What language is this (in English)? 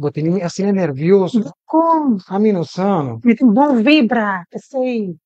Papiamento